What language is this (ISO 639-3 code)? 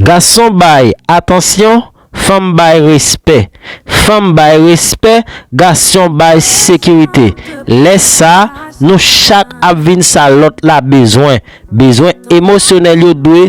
hat